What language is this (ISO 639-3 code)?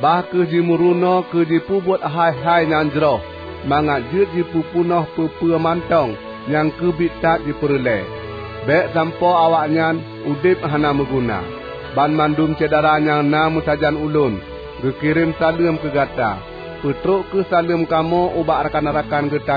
ace